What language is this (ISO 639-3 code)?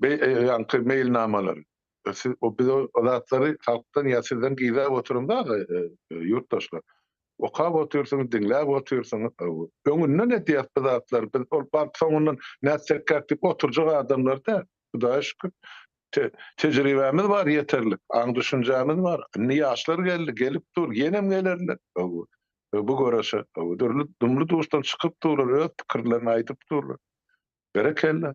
tuk